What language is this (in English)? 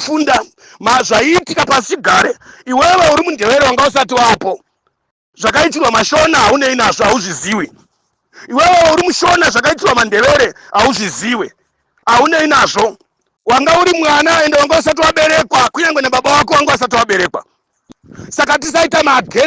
Shona